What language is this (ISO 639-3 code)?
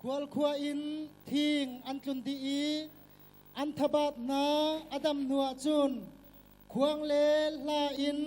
cnh